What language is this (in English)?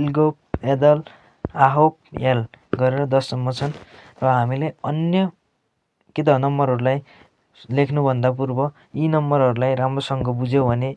Nepali